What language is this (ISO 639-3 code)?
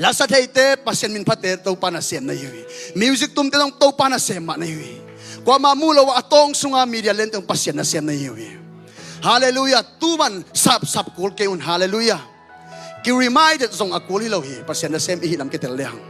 ctd